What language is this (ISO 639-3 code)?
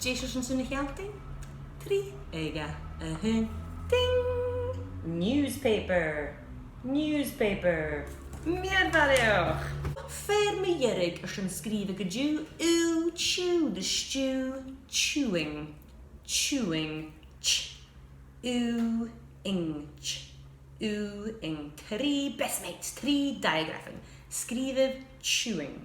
gla